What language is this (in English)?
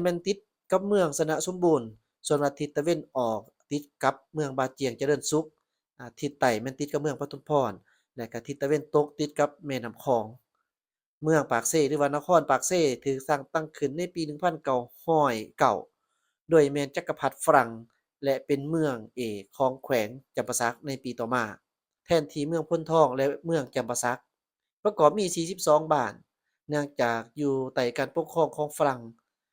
Lao